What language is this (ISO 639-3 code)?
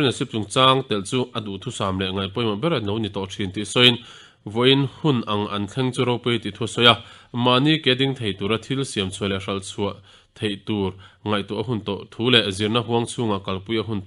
lus